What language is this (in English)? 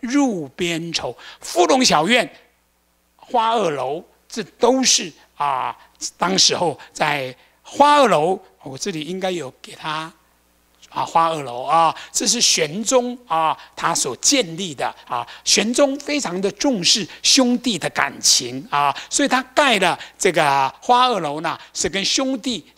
Chinese